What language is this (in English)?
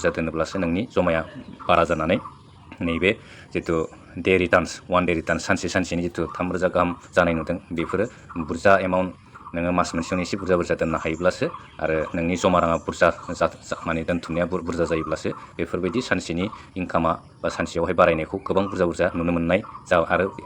Bodo